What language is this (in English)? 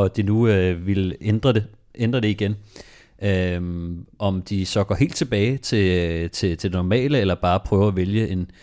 Danish